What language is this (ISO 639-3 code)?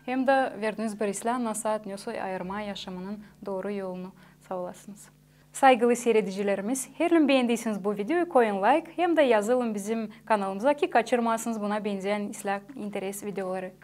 gag